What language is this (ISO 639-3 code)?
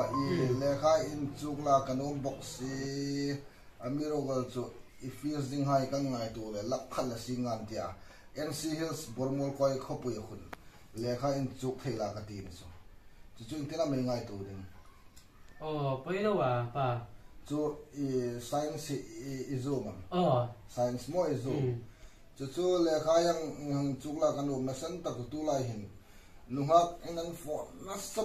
hmr